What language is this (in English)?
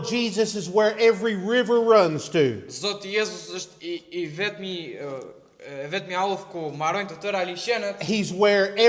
Albanian